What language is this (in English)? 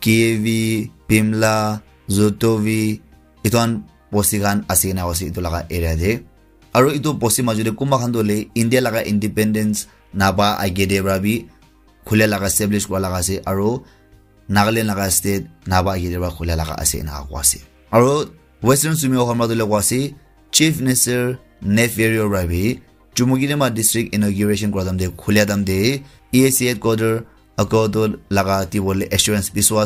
Naga Pidgin